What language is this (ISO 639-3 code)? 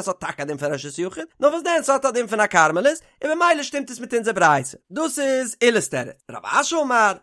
yid